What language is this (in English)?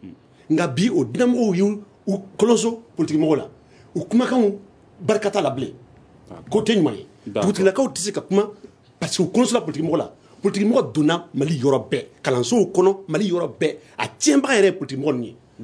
Bambara